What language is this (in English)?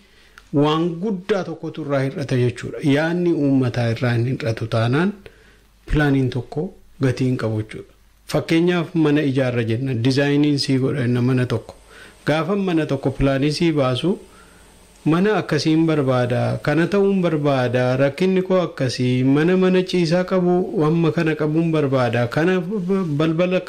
Oromo